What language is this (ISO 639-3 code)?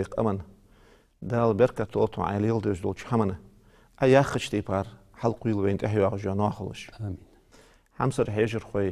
inh